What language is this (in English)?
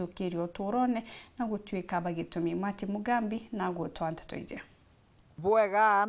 Meru